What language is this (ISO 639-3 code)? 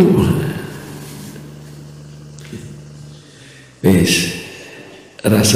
jav